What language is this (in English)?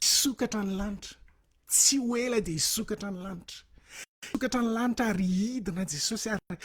Malagasy